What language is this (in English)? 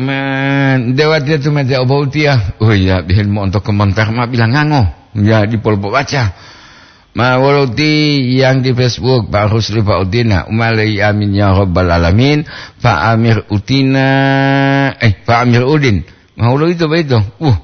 Gorontalo